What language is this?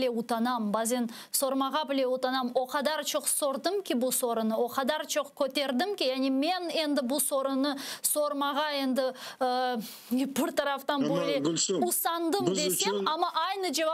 Crimean Tatar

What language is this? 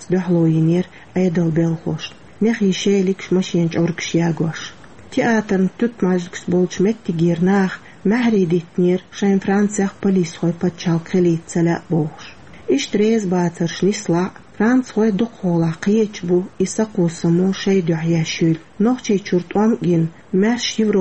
Chechen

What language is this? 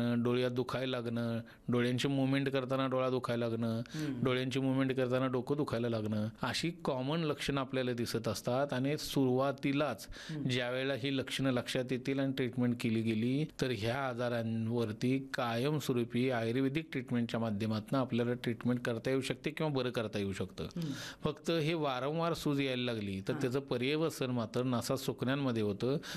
Marathi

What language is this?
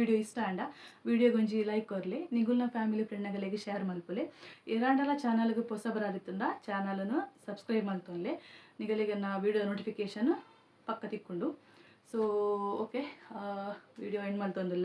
Tulu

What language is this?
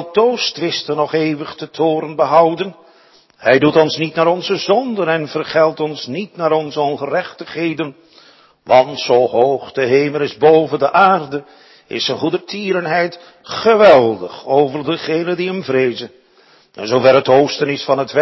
Dutch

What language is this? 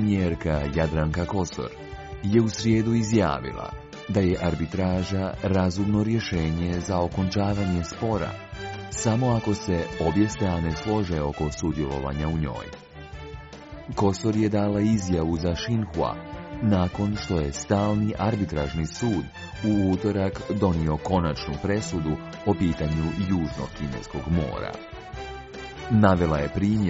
Croatian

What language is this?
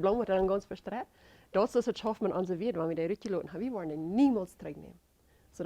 Plautdietsch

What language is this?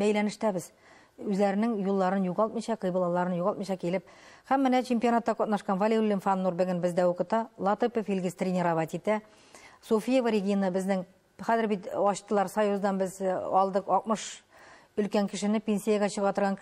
Tatar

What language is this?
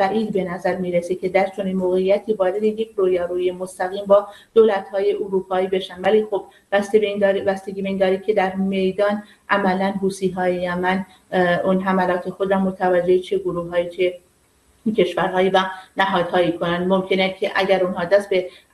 Persian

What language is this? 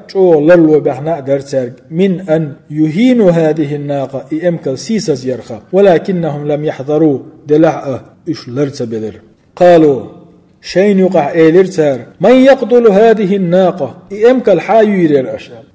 Chechen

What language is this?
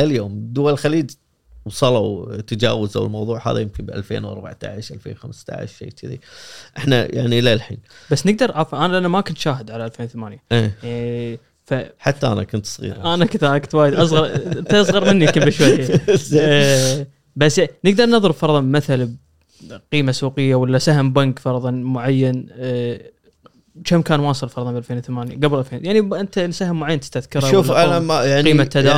Gulf Arabic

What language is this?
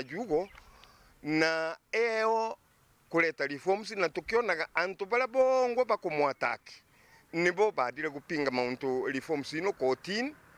Meru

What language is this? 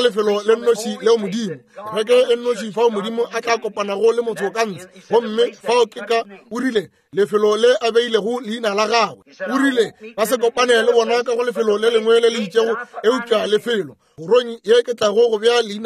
Northern Sotho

